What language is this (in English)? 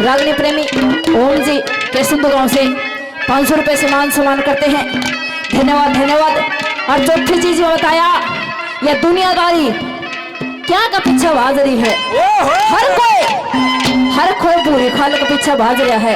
Haryanvi